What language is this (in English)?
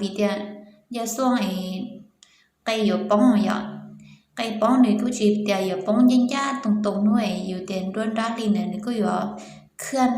Hmong